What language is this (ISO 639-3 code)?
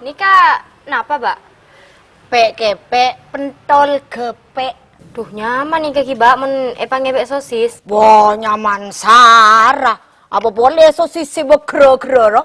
mad